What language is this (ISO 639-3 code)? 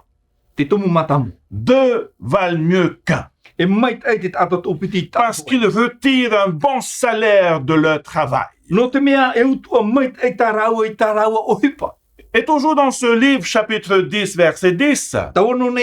tah